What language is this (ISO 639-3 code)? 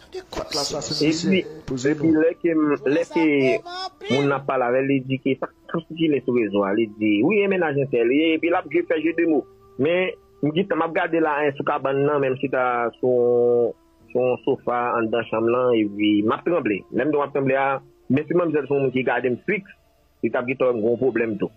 hat